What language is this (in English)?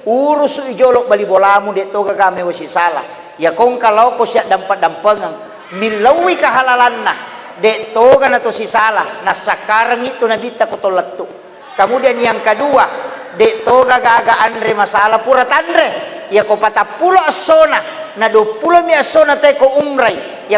Buginese